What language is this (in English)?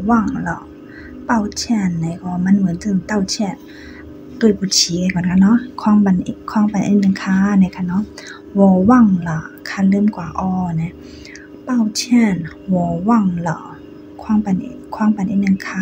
Shan